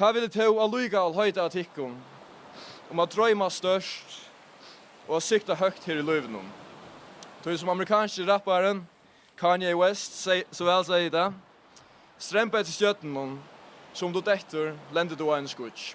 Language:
Faroese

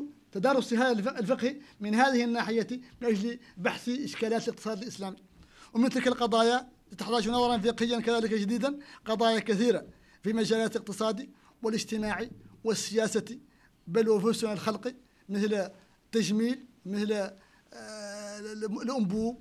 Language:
Arabic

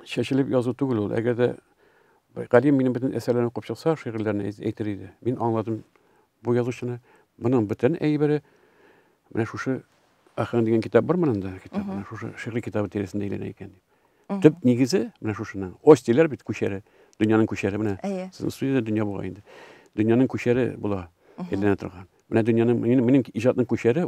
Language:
Tatar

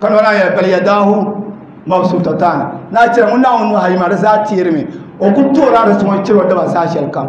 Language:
Dagbani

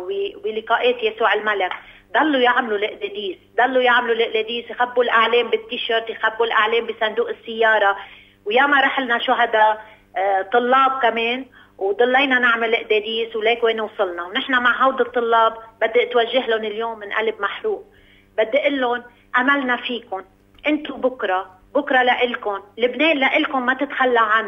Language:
North Levantine Arabic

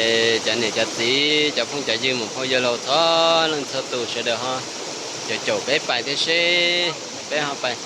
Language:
Hmong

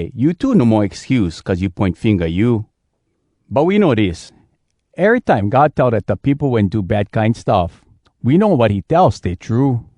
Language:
Hawai'i Creole English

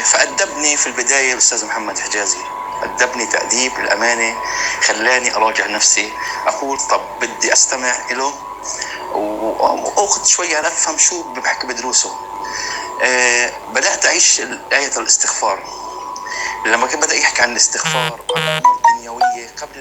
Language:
North Levantine Arabic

